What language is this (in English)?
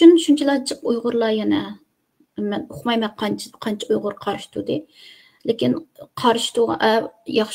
Uyghur